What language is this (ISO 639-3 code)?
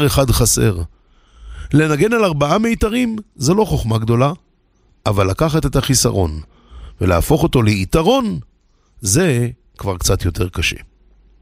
heb